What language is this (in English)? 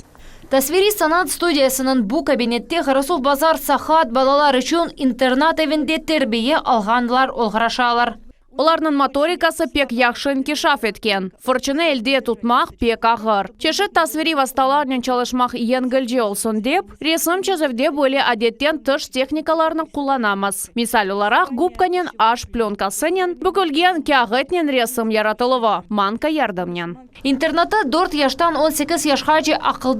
Crimean Tatar